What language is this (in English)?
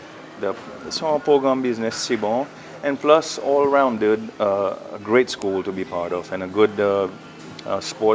Seselwa Creole French